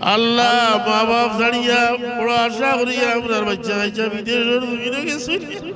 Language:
Sylheti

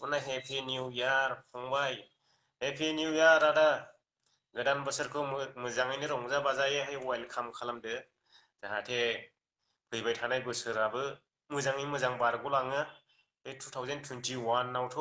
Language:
Bodo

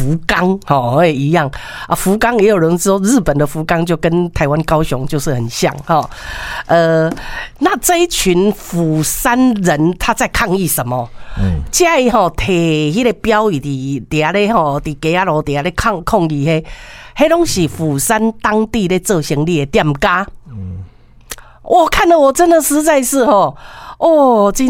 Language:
Min Nan Chinese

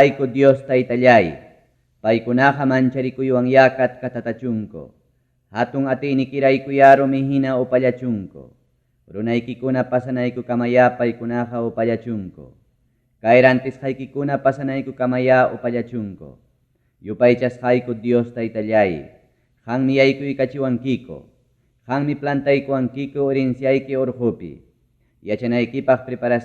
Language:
Ayacucho Quechua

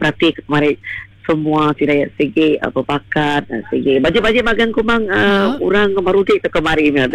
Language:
Iban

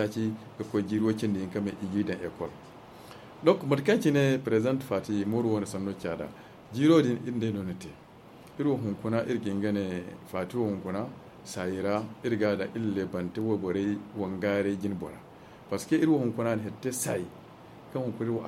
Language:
Zarma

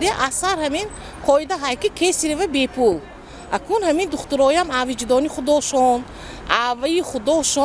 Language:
Tajik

